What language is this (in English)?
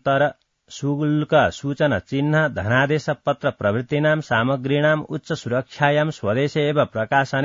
Sanskrit